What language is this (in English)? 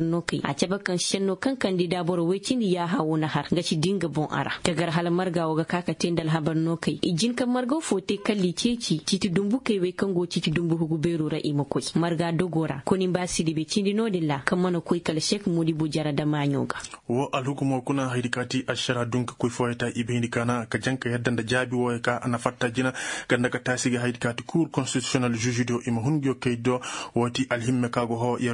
Koyraboro Senni